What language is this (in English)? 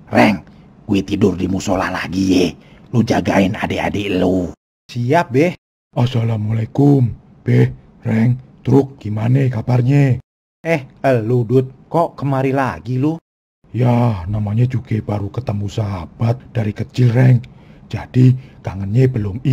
Betawi